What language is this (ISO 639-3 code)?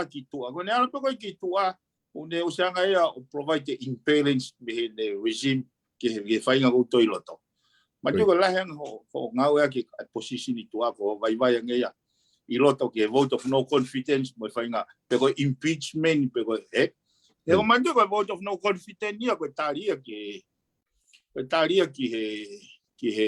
ton